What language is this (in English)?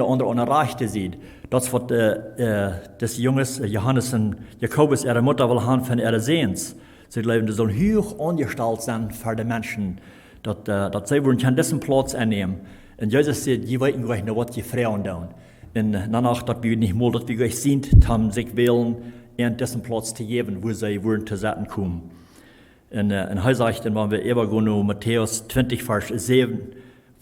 Plautdietsch